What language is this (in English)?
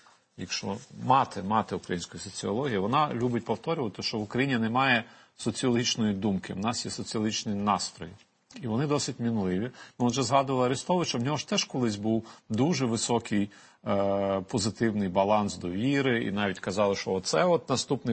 Ukrainian